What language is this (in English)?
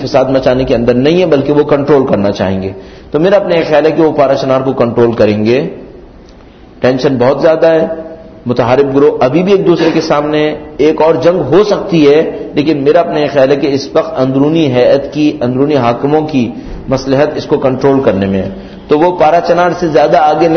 Urdu